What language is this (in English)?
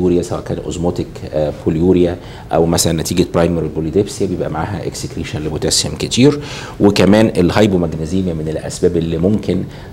Egyptian Arabic